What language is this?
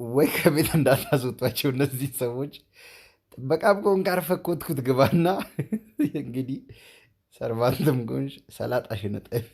Amharic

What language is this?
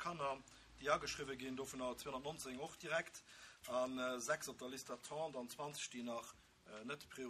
Luxembourgish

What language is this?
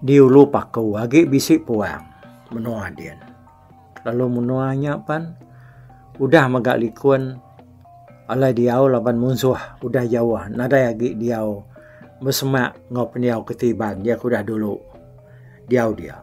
Iban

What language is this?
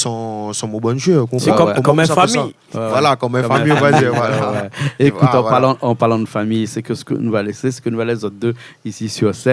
Réunion Creole French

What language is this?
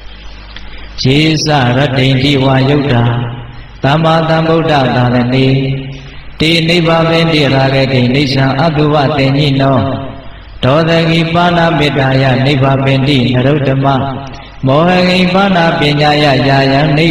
Burmese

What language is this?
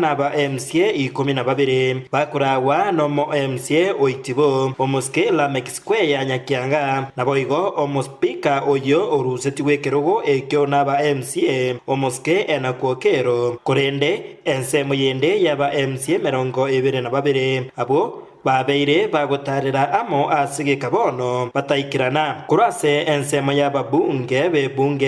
Gusii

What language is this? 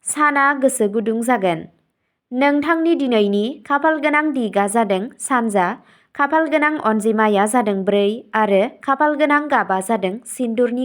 Bodo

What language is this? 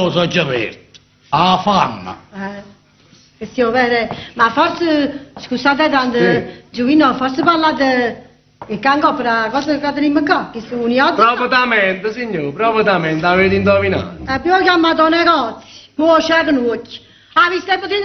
Neapolitan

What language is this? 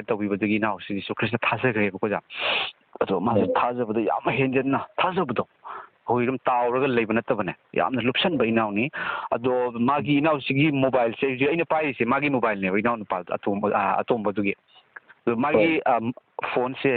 Manipuri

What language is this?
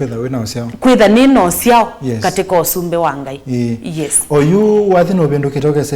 Kamba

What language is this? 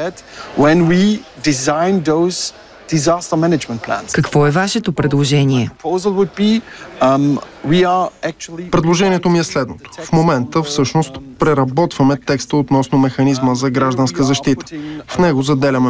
Bulgarian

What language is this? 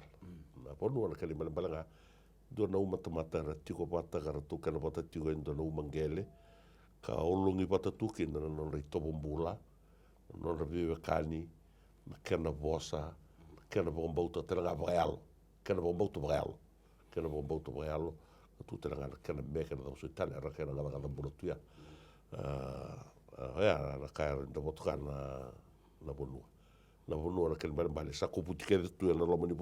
Fijian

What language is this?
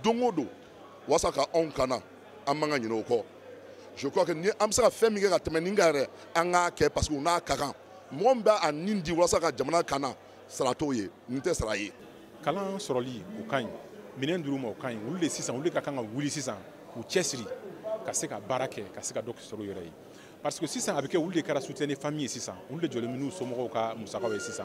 Bambara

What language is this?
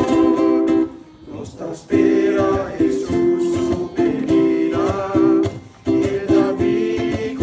Papiamento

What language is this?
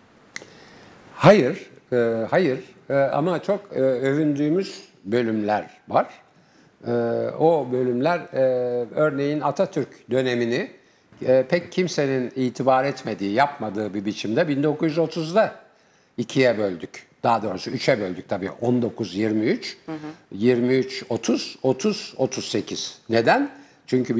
Turkish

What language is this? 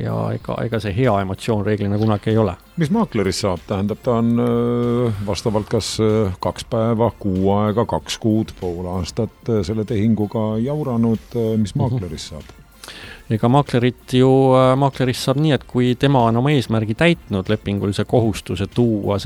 Estonian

